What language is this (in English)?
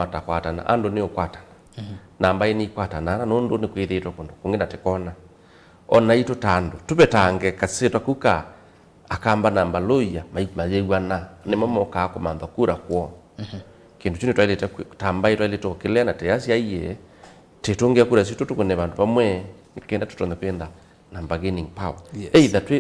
Kamba